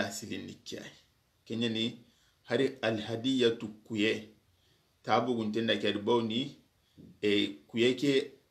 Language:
Soninke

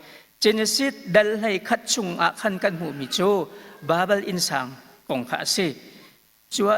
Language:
Hakha Chin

